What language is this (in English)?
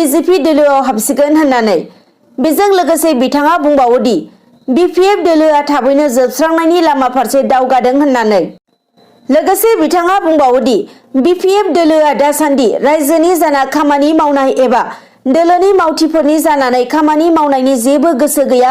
Bodo